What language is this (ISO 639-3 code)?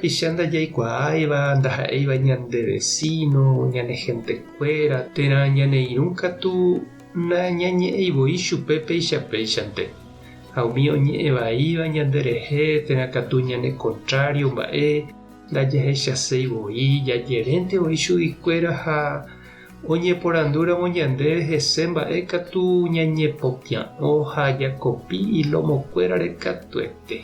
grn